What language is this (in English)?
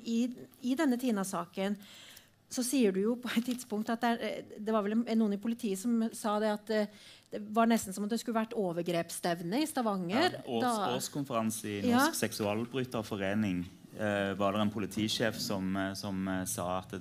Norwegian